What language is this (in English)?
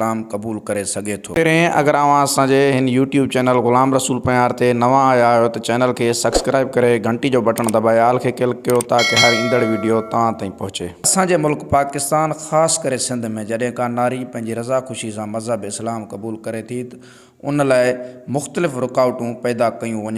Sindhi